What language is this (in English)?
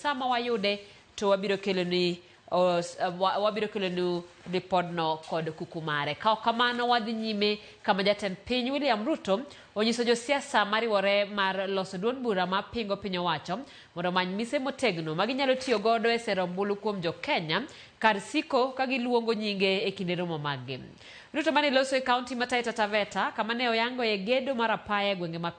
Luo (Kenya and Tanzania)